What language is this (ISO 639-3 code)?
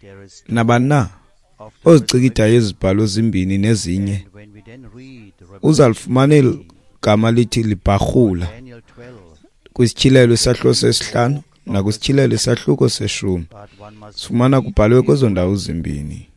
xho